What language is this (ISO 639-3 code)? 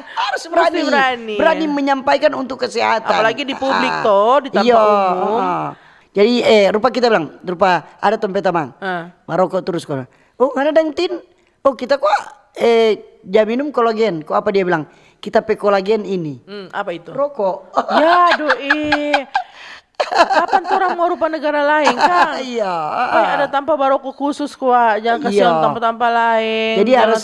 xmm